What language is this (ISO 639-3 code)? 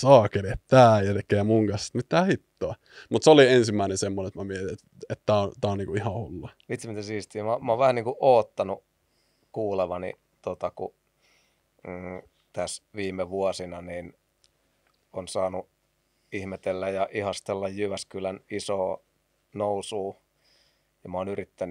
fin